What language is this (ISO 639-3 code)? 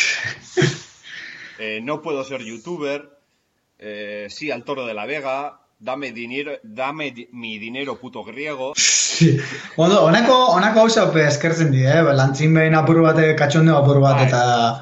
eus